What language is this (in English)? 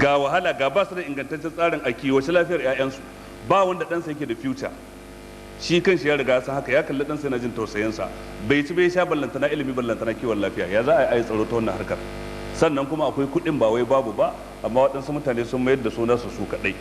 Hausa